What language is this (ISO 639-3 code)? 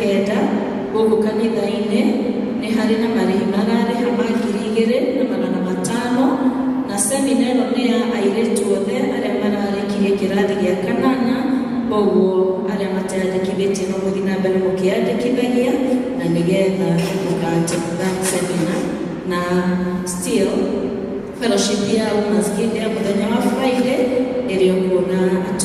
kik